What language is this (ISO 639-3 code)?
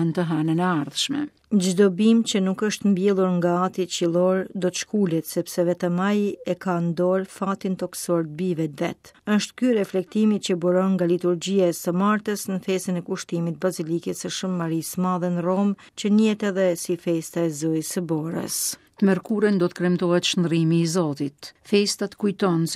sqi